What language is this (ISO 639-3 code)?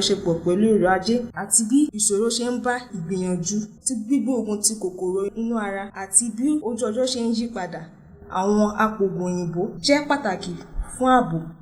yor